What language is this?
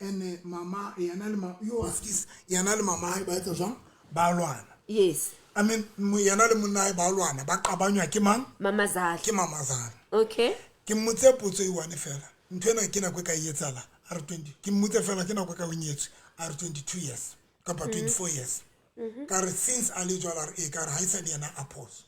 Southern Sotho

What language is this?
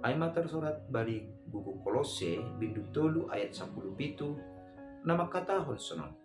Batak Simalungun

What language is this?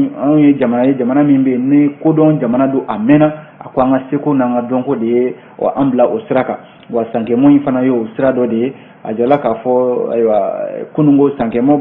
Bambara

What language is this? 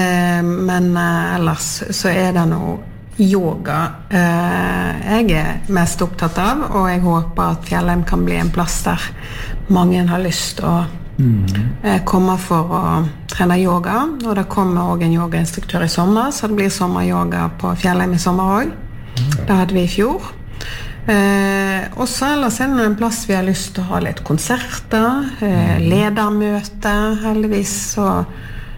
Norwegian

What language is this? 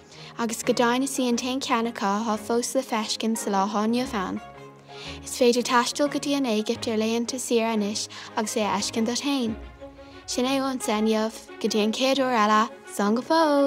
Irish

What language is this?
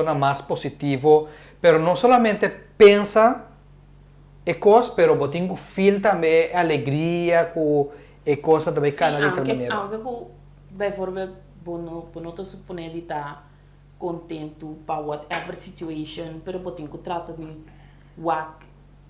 Papiamento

